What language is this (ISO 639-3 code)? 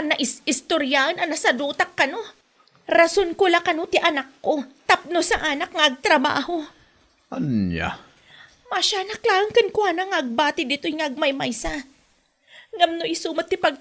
ilo